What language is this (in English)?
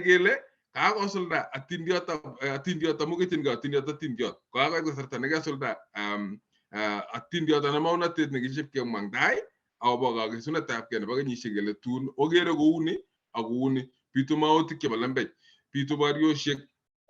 Kalenjin